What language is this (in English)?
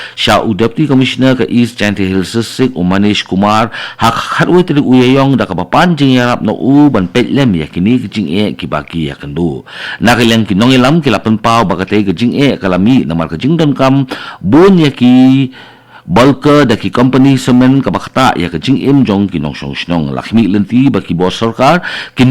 Khasi